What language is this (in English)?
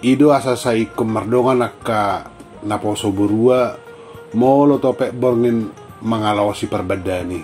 Batak Toba